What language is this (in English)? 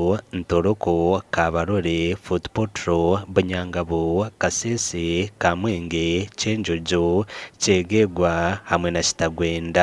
Nyankole